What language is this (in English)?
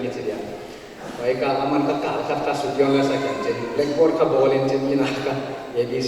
Paite Chin